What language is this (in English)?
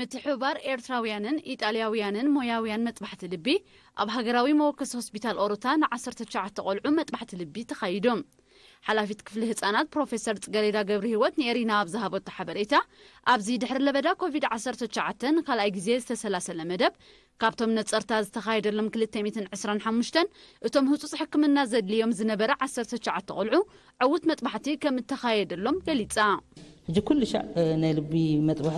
Tigrinya